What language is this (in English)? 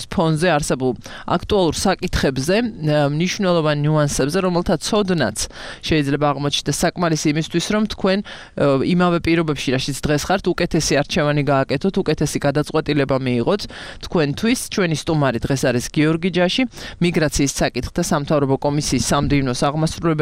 Georgian